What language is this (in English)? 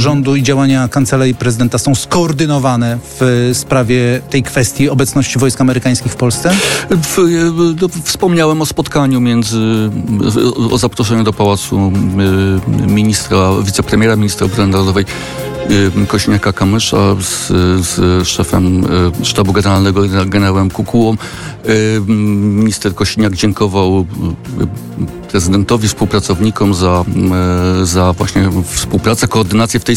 Polish